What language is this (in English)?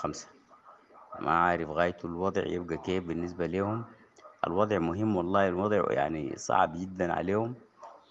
Sudanese Arabic